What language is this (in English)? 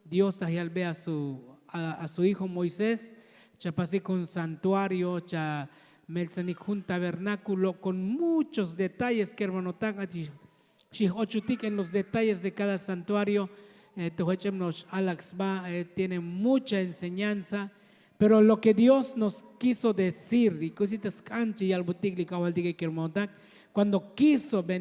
Tzotzil